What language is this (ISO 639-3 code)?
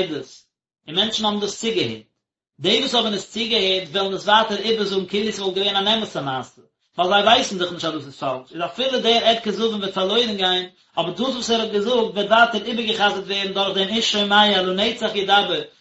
yid